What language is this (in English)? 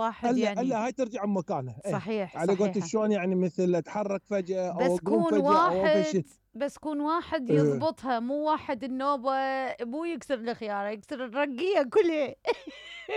Mesopotamian Arabic